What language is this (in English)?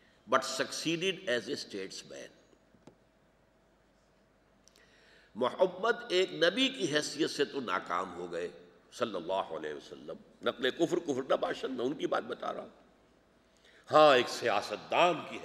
Urdu